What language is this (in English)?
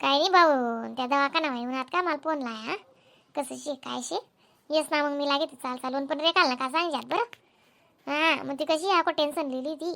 Khandesi